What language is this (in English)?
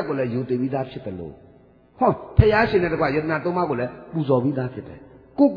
Burmese